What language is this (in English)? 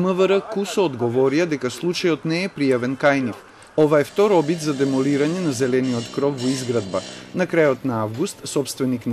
Macedonian